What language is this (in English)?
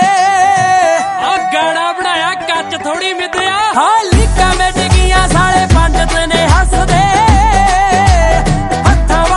Punjabi